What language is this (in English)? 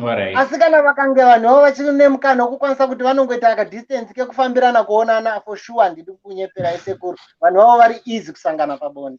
Shona